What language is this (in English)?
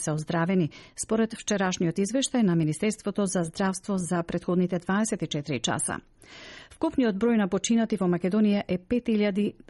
Macedonian